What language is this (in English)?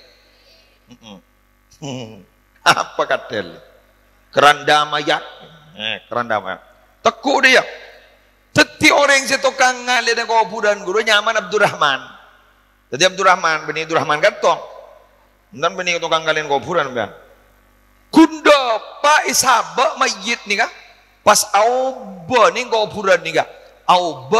Madurese